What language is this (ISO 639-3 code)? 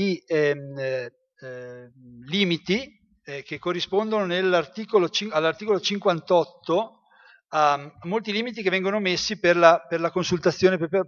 ita